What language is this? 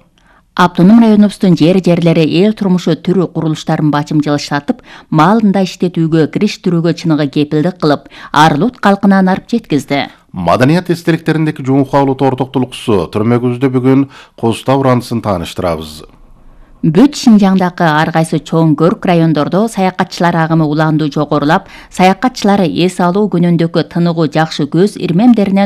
Kyrgyz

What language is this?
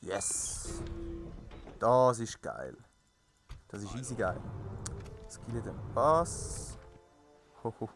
Swiss German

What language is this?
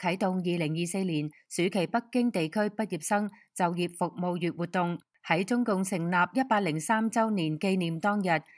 Cantonese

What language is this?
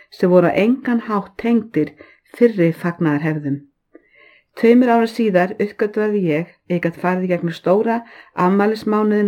Icelandic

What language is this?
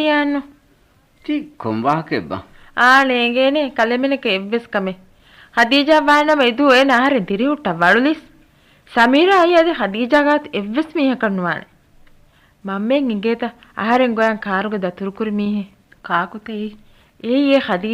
Divehi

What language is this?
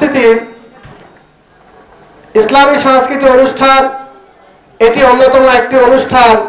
Bangla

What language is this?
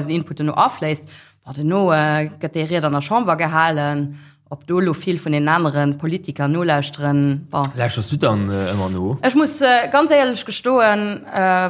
Luxembourgish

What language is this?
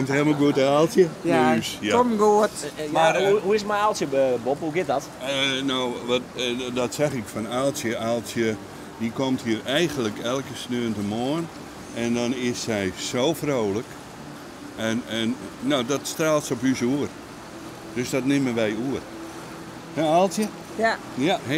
Western Frisian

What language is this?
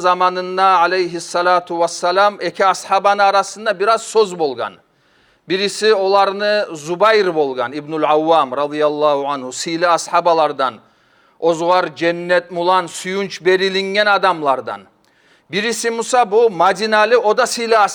Kumyk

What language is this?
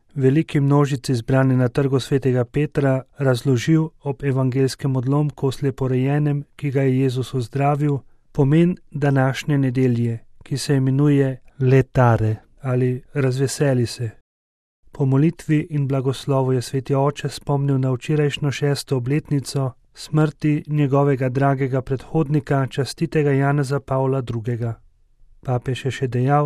Slovenian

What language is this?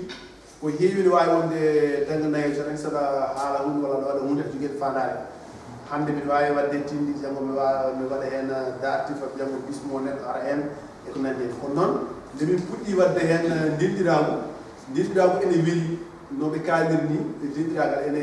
Fula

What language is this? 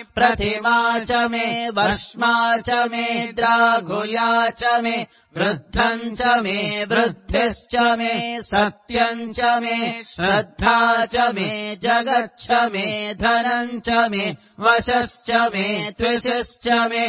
Sanskrit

